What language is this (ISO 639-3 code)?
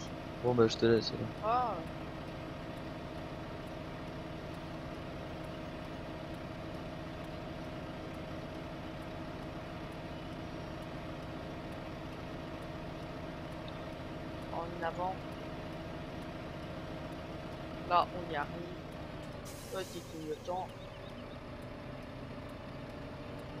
fra